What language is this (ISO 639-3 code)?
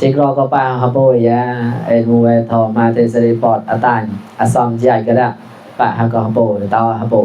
mnw